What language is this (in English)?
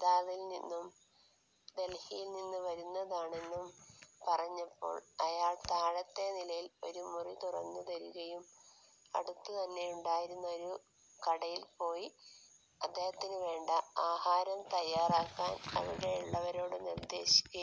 Malayalam